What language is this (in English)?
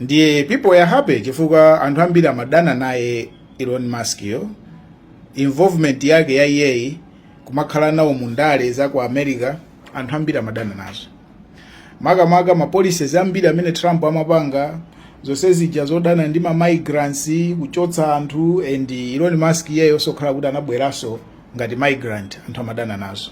Nyanja